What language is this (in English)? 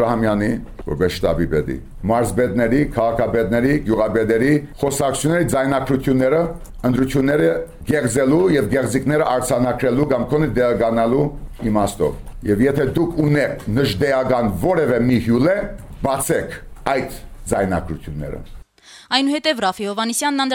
Armenian